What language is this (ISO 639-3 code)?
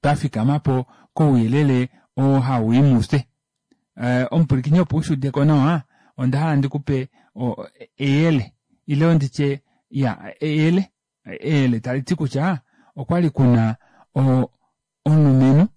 kua